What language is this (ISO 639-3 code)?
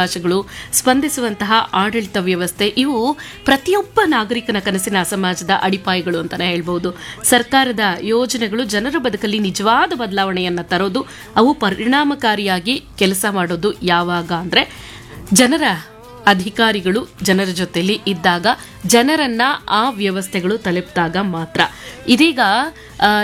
kan